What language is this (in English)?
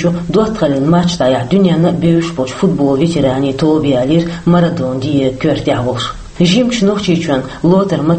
Chechen